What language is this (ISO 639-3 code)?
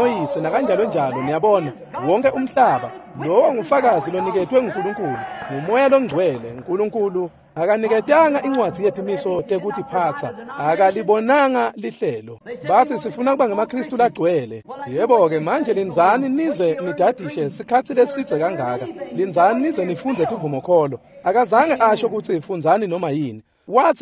ssw